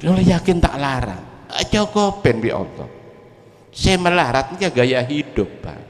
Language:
Madurese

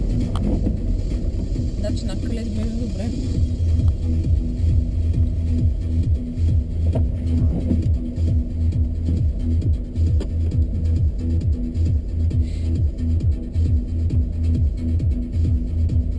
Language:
Bulgarian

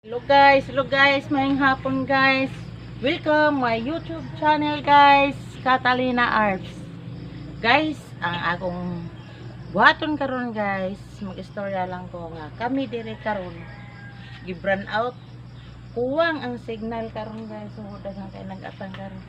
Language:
Cebuano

